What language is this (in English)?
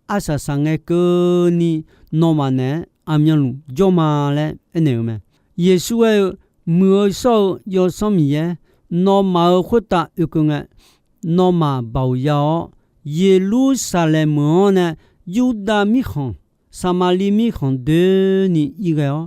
Akha